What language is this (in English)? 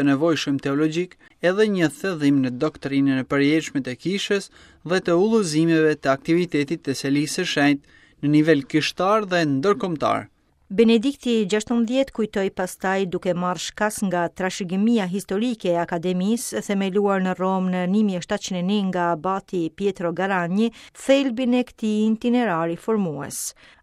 Albanian